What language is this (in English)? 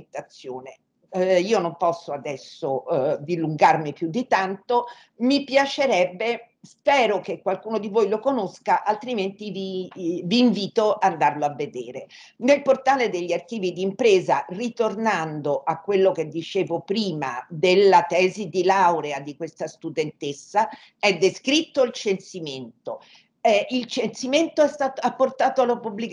Italian